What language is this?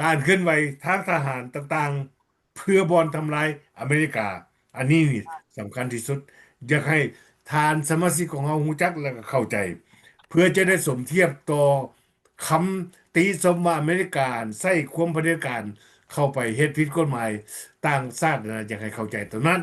Lao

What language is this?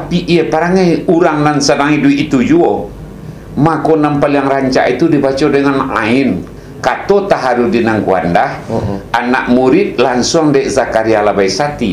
Minangkabau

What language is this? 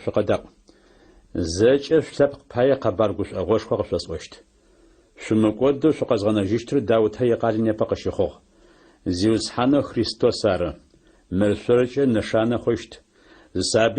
Adyghe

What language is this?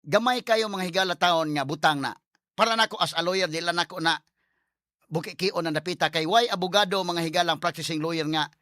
Cebuano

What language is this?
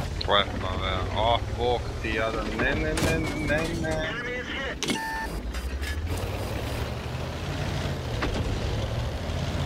Croatian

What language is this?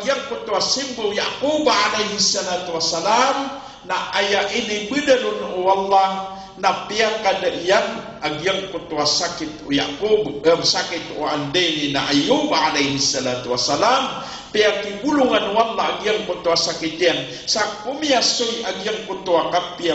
Maranao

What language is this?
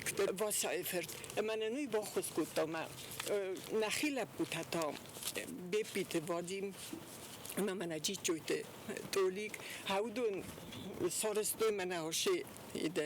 Ossetic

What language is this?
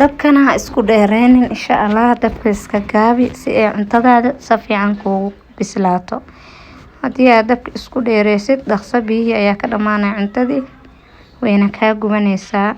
Somali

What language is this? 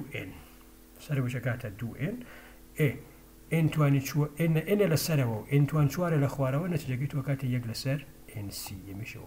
Central Kurdish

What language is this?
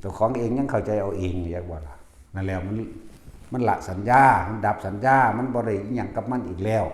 Northeastern Thai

